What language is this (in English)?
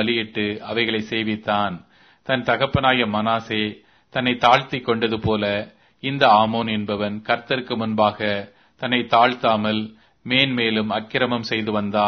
Tamil